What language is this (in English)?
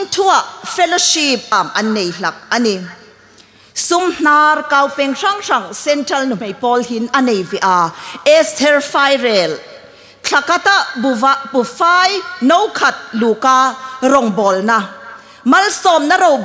Hmar